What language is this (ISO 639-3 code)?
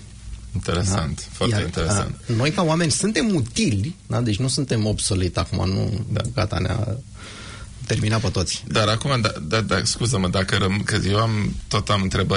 ron